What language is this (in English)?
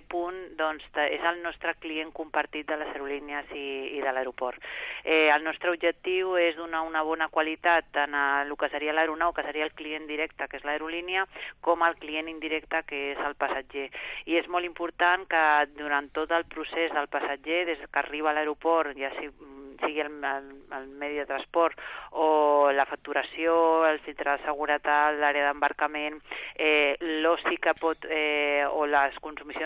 Catalan